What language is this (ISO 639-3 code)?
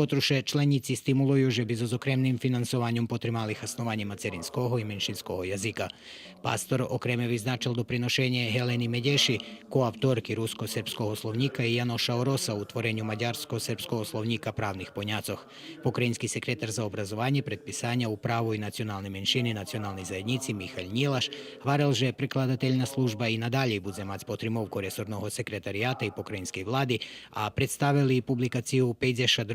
rue